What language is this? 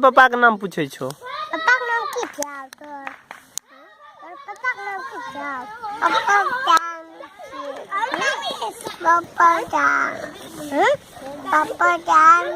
Maithili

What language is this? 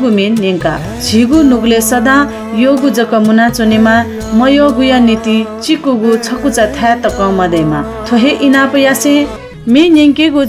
Newari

